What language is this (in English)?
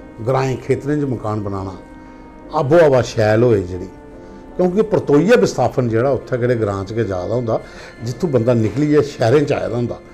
Dogri